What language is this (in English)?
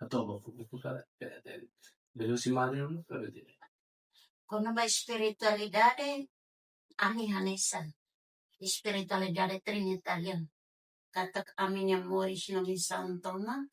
Tetum